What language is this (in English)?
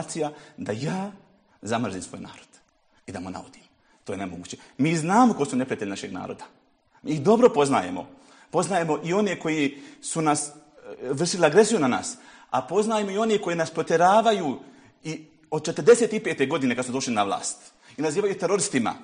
Bosnian